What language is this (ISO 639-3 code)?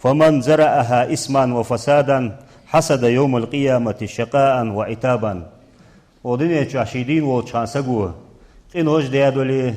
inh